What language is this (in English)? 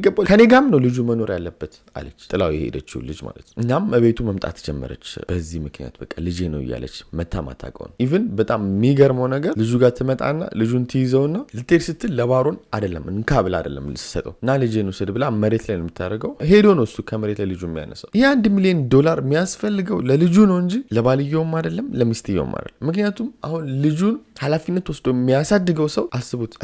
Amharic